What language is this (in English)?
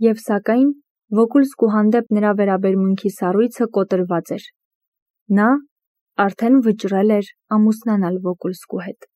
Armenian